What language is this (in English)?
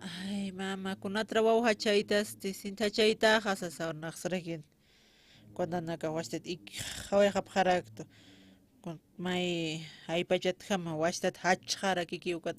Aymara